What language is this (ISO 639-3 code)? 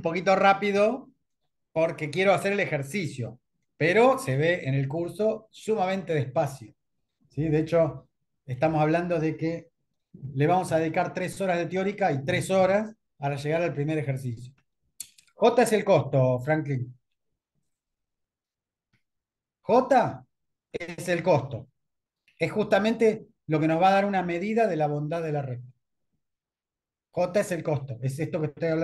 spa